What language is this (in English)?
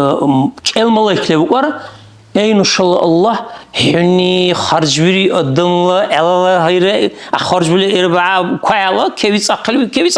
Dargwa